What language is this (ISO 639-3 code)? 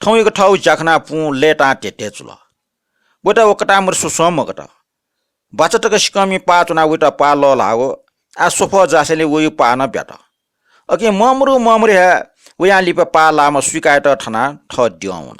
new